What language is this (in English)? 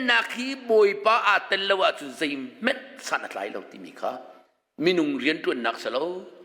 Hakha Chin